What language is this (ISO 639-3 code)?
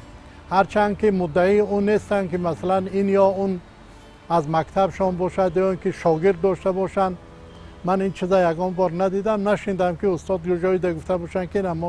tgk